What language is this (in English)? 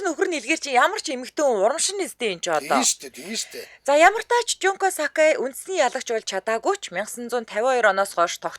Mongolian